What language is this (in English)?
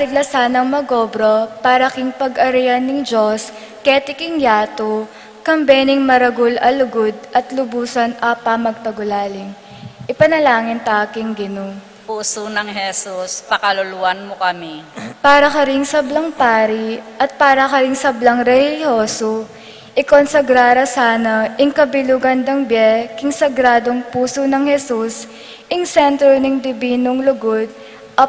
Pampanga